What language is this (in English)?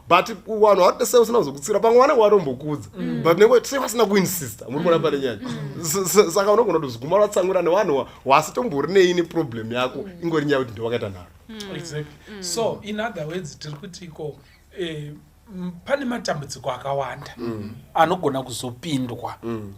Shona